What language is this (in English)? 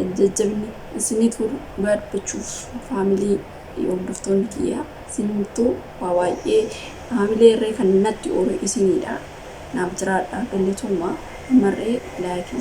Oromo